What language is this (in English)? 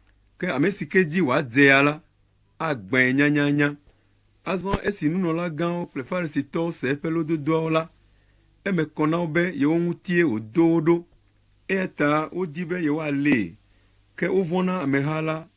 Ewe